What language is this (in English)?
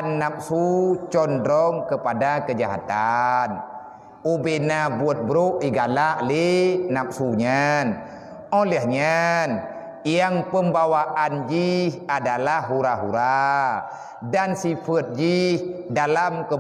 Achinese